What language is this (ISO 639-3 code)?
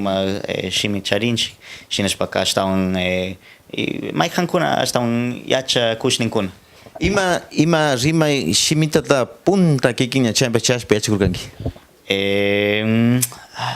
qxr